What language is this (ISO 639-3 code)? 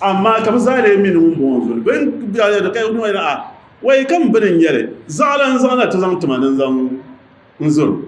dag